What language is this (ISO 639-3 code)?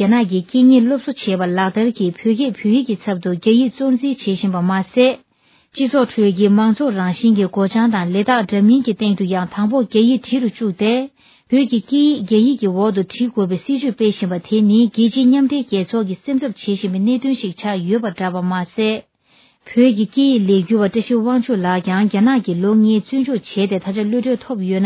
bod